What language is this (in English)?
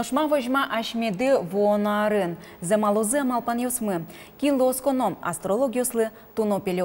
Udmurt